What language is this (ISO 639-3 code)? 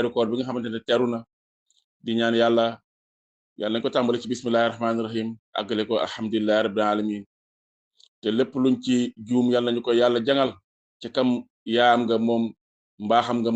wol